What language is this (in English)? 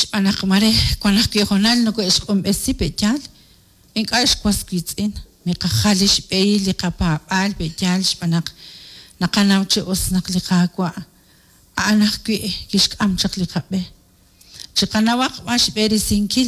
Kekchí